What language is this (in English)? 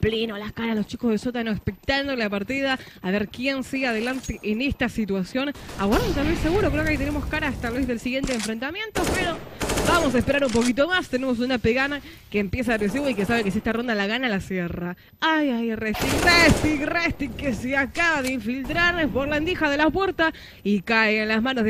Spanish